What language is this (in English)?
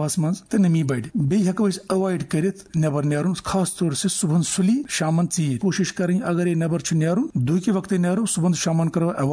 Kashmiri